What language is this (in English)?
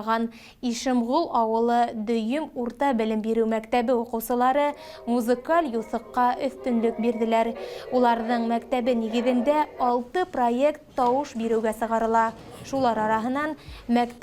Bashkir